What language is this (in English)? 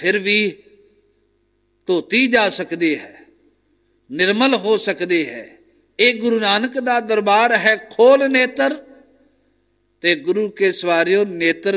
Punjabi